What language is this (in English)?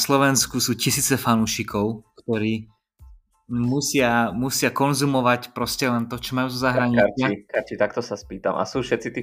Slovak